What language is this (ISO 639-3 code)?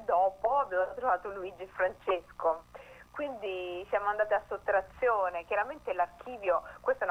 ita